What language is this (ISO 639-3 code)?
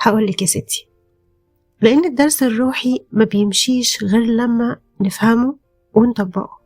arz